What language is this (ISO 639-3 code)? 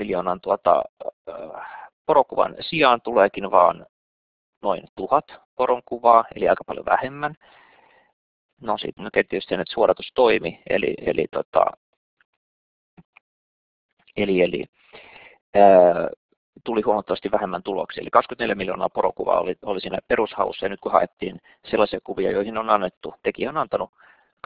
fin